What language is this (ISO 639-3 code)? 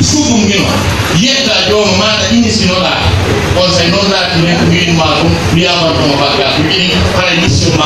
fuf